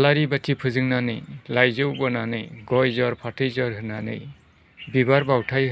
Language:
Bodo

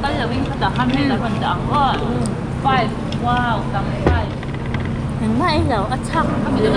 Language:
Mizo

